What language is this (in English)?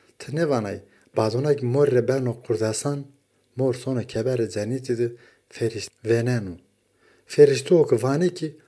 Zaza